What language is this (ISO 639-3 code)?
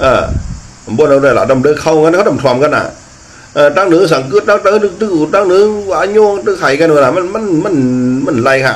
shn